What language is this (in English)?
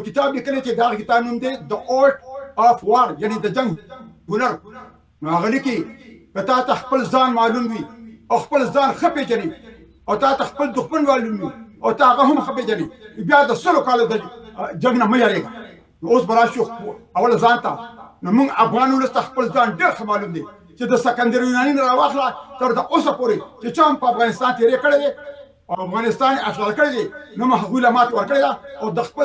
Pashto